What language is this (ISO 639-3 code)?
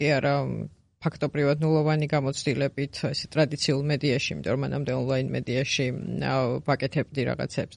kat